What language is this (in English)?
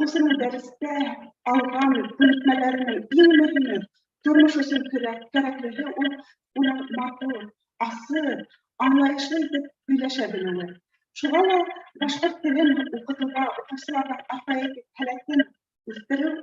Bashkir